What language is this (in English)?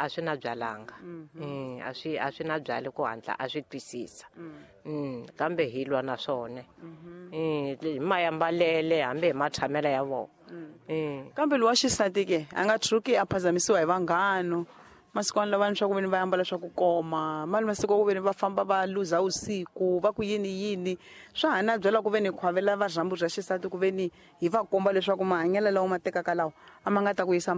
Tsonga